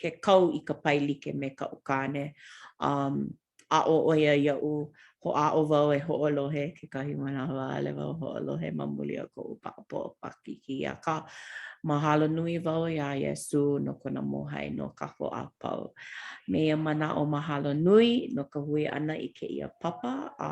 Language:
Hawaiian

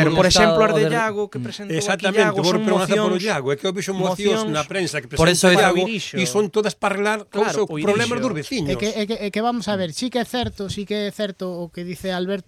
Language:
Galician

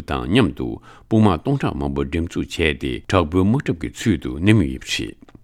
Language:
Tibetan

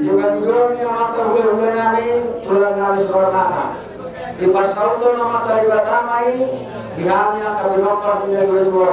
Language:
Batak Toba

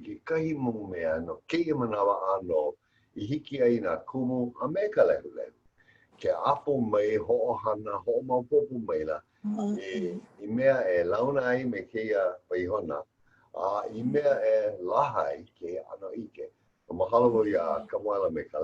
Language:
Hawaiian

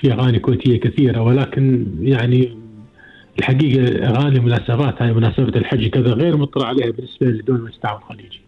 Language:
Gulf Arabic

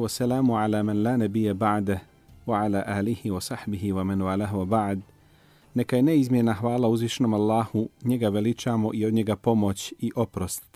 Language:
Bosnian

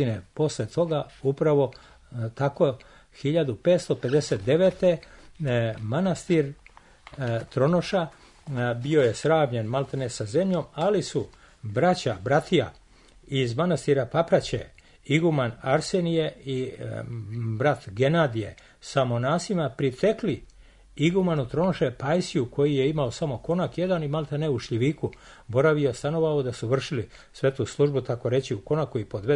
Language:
Serbian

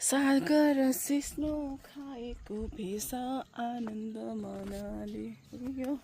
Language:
Nepali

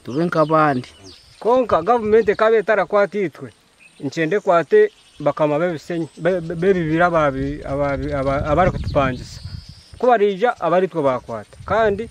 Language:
Nyankole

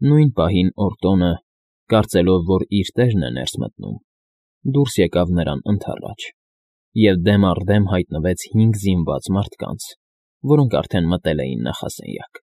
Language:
Armenian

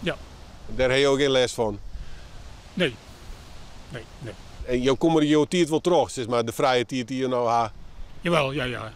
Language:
Western Frisian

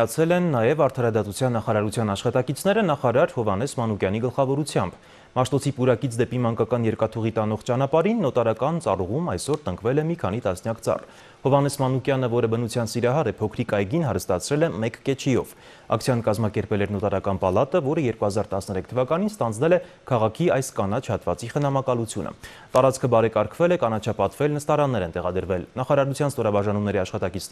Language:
Armenian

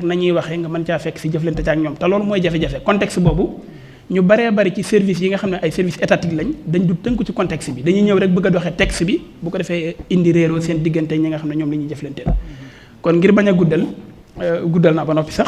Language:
Wolof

